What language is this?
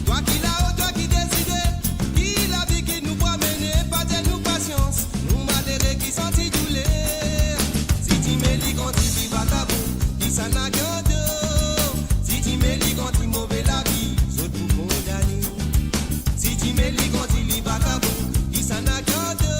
Morisyen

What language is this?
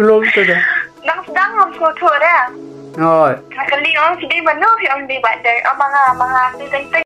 Khasi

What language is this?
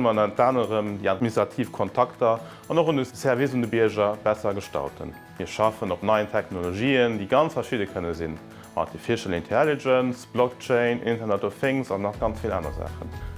Luxembourgish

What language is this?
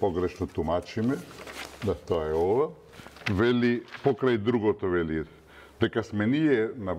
Macedonian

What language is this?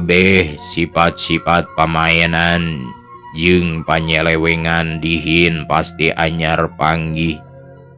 Sundanese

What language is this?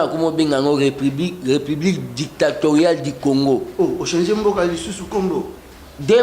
Lingala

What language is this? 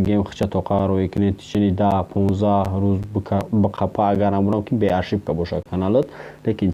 Tajik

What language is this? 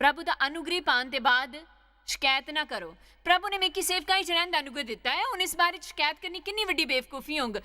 Dogri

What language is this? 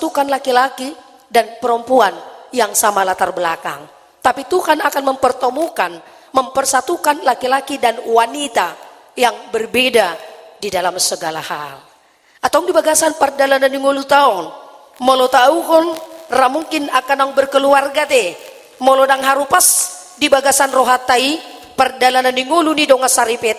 Batak Toba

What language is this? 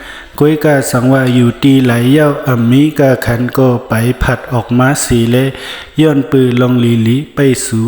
Shan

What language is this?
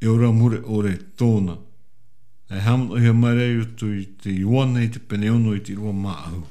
Tahitian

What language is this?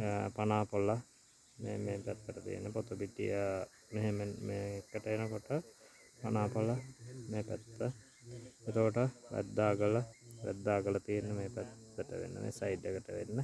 Sinhala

